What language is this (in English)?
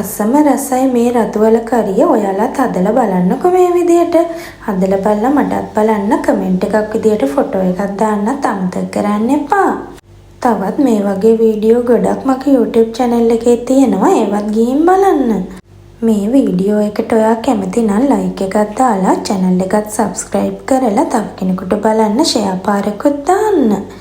Sinhala